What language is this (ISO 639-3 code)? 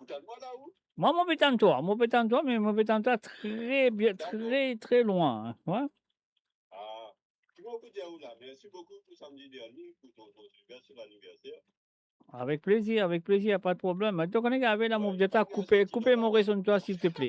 mfe